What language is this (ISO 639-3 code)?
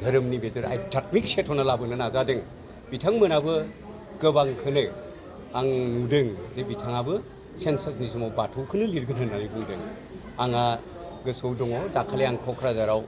brx